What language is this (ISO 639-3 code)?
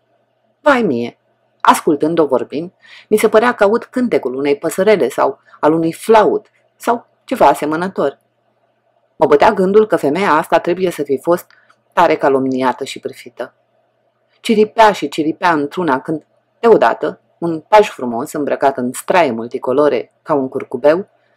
ron